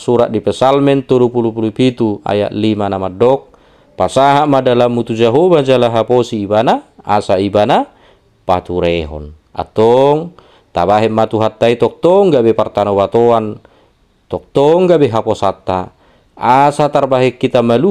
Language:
Batak Toba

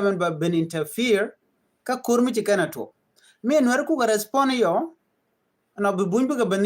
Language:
Nuer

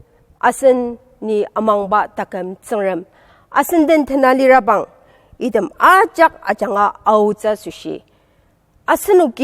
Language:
Ao Naga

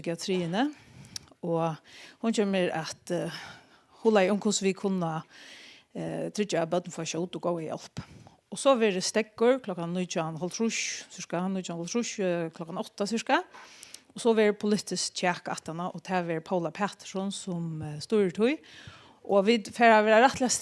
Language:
Faroese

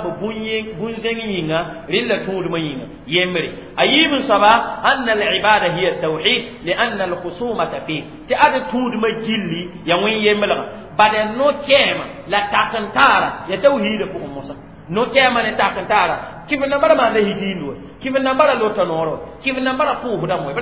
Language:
Mossi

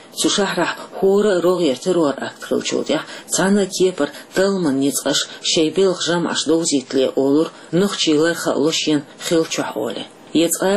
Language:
Chechen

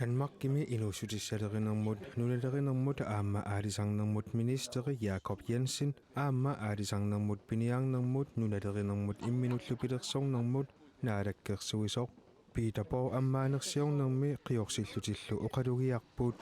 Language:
Kalaallisut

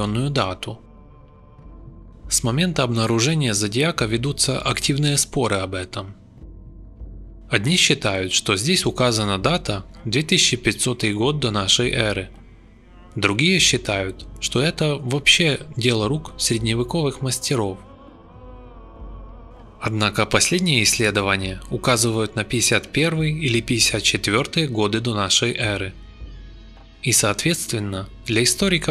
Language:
Russian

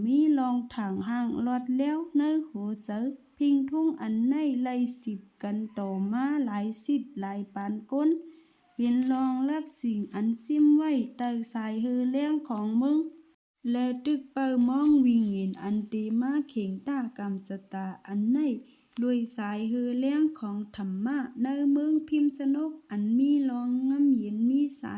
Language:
Shan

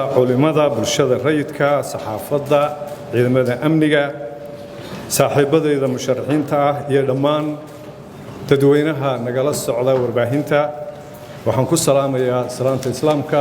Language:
Somali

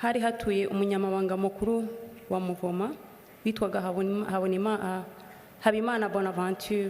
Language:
Kinyarwanda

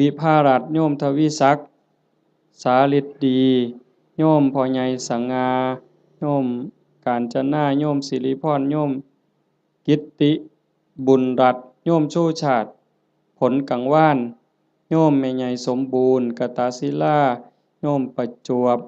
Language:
Northeastern Thai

